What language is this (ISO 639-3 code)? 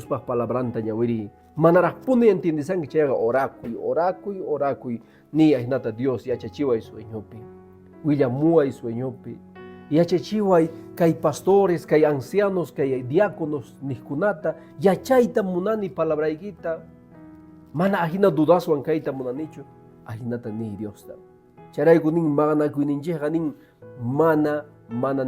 que